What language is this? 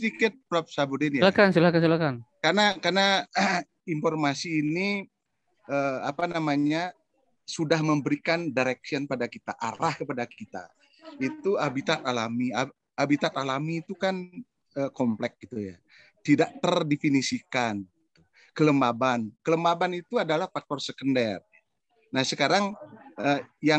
Indonesian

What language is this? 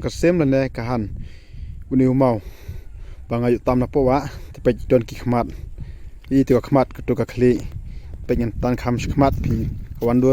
Khasi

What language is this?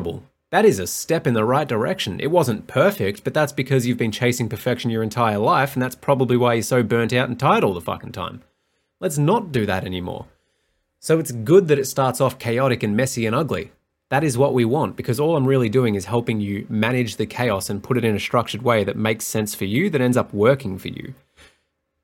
English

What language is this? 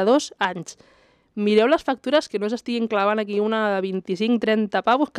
Catalan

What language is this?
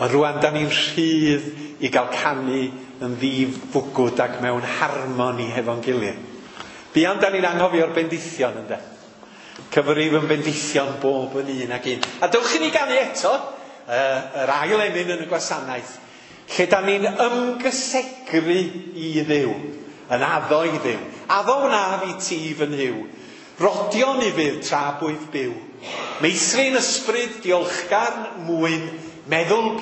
Welsh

